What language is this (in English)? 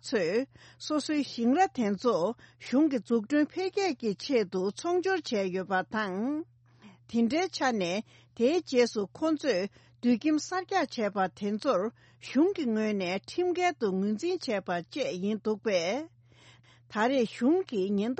Tibetan